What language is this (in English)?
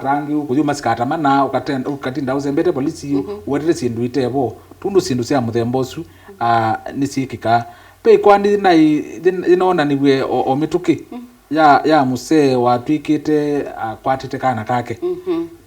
Kamba